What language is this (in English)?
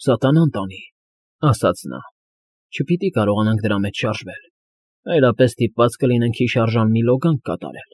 Armenian